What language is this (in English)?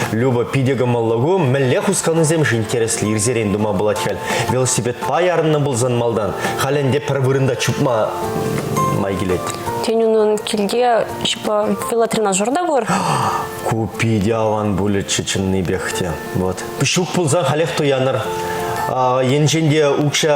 Chuvash